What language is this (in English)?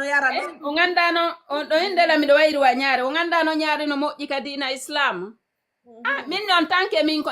Fula